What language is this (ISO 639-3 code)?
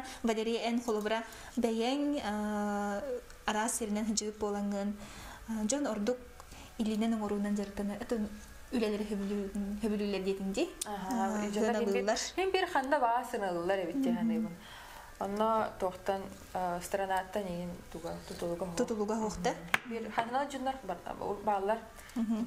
sah